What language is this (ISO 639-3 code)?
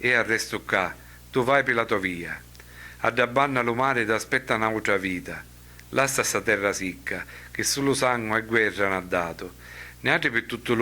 scn